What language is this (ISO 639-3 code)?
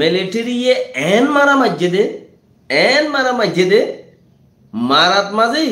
rhg